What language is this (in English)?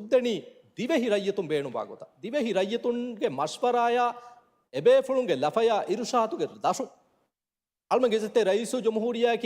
Divehi